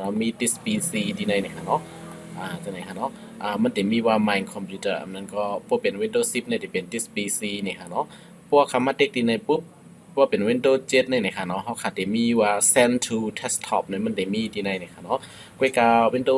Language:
Shan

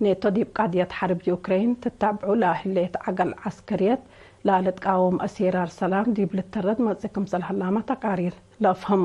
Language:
Tigre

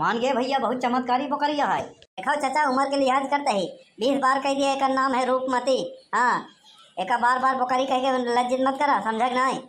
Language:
Awadhi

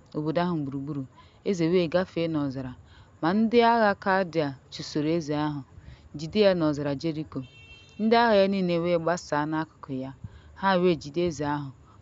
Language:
Igbo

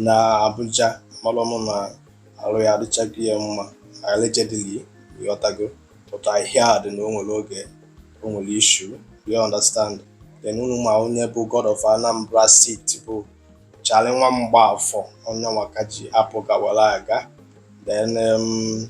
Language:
Igbo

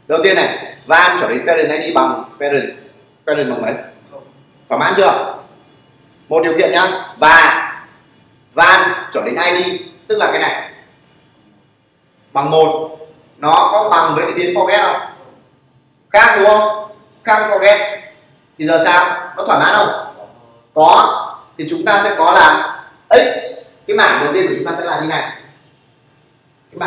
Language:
Vietnamese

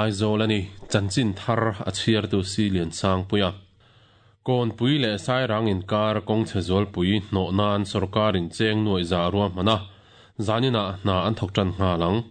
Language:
Mizo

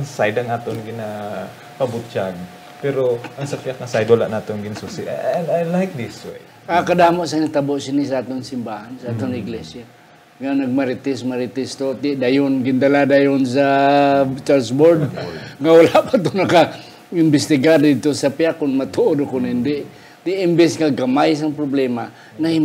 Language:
Hiligaynon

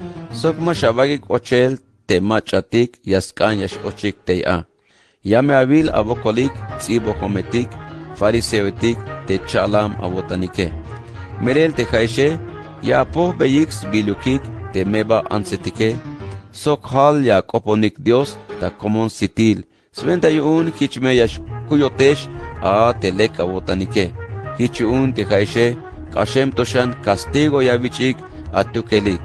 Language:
Tzeltal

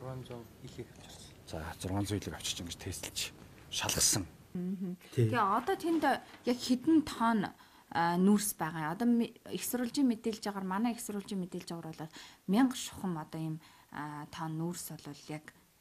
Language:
Mongolian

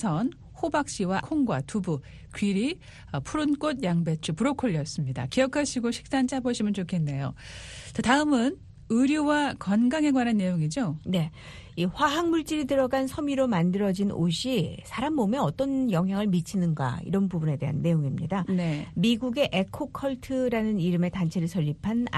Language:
Korean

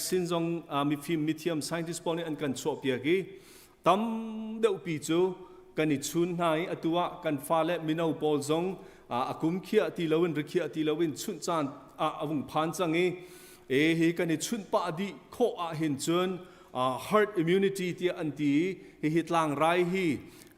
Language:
Hakha Chin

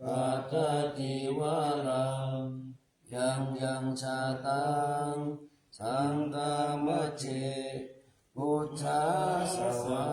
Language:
Pali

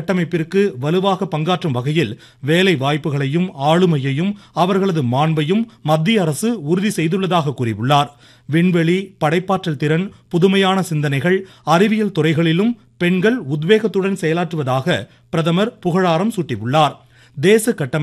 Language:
Tamil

